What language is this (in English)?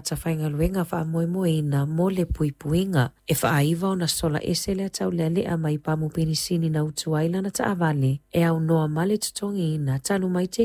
Samoan